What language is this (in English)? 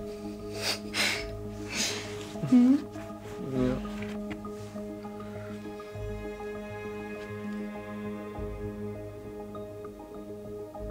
Dutch